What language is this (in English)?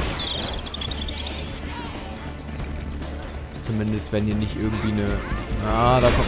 German